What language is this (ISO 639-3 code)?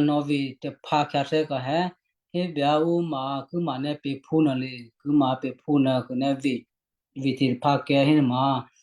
kyu